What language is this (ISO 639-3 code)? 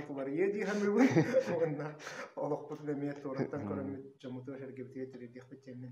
sah